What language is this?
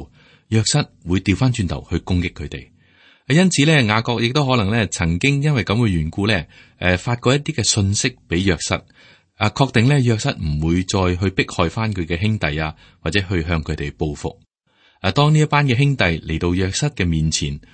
Cantonese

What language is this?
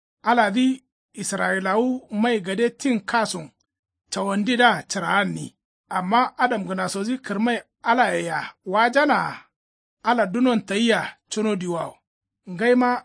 Kanuri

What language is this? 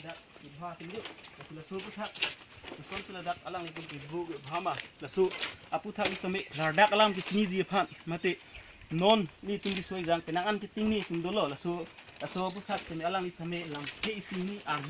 Karbi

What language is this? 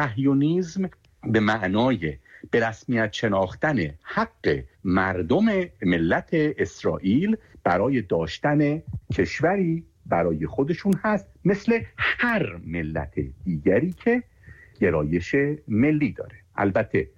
Persian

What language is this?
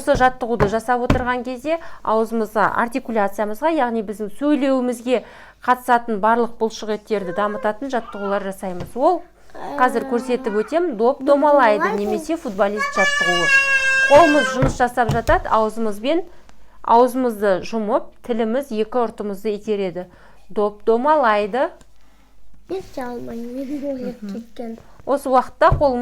Kazakh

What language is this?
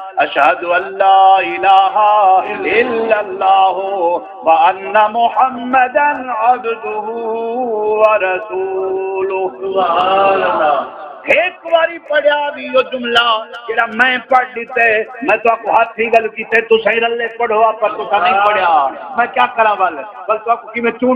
Saraiki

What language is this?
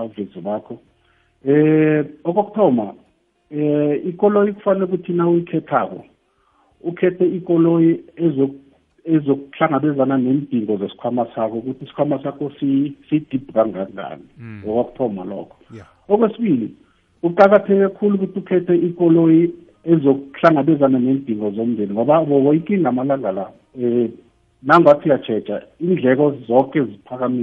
South Ndebele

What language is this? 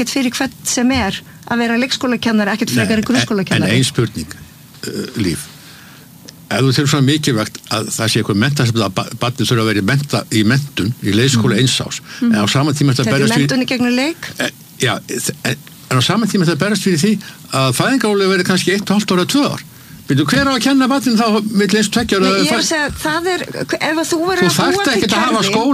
Icelandic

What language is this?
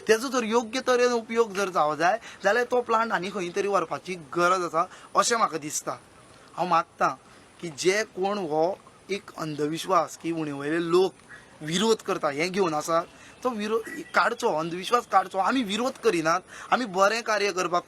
Konkani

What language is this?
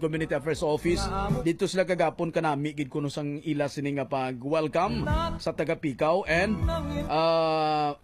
Hiligaynon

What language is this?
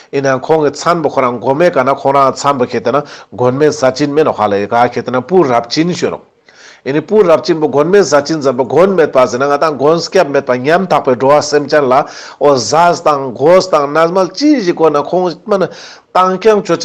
Ladakhi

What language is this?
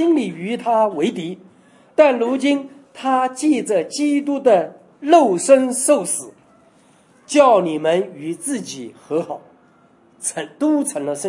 Chinese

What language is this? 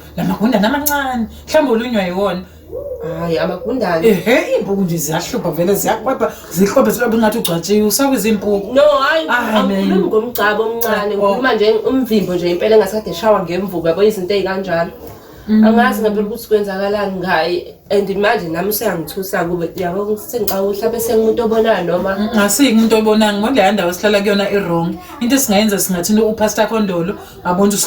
Zulu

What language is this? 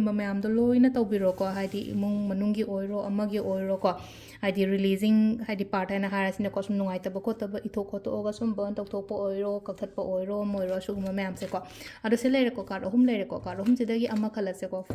Manipuri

